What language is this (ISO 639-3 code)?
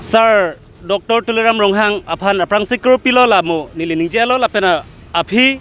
mjw